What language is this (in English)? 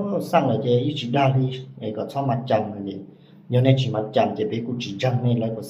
Hmong